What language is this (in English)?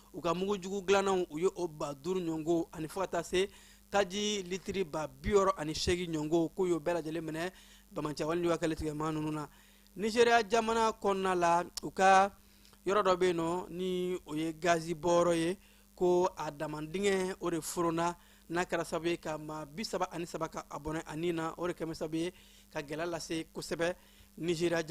Bambara